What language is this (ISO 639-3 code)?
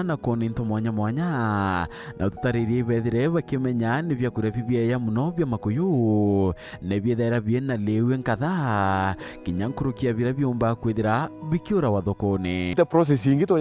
mer